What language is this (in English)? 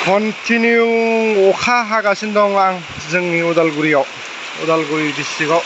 Bodo